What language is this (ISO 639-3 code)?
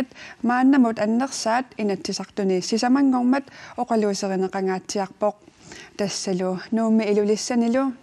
kal